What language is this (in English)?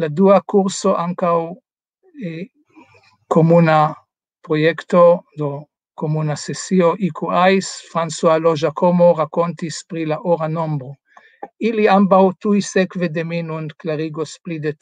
Esperanto